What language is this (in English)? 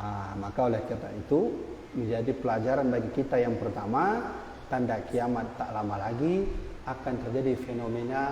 Achinese